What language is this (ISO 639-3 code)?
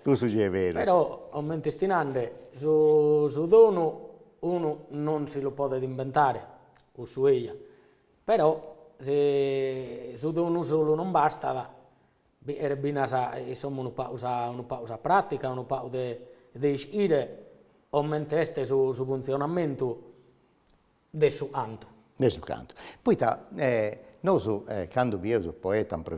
srd